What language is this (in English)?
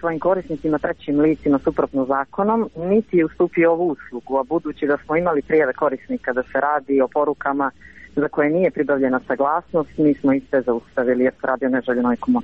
Serbian